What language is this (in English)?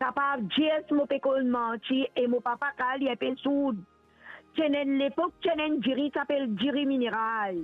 Morisyen